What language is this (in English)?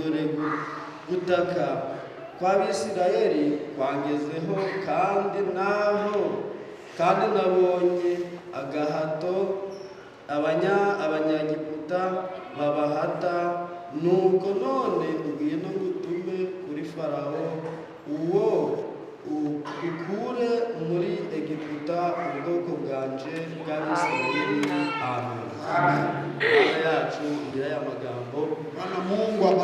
Kinyarwanda